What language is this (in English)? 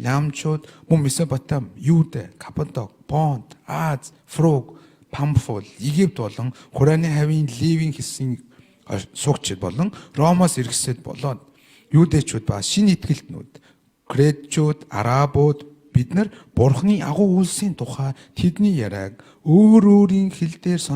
Mongolian